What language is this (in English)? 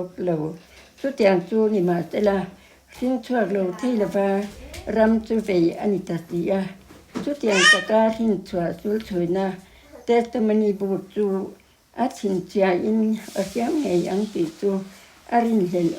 Mizo